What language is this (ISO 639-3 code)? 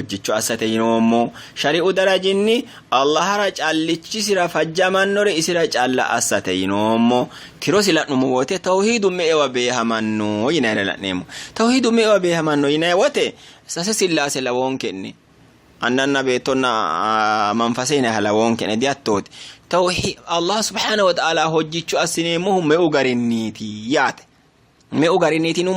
sid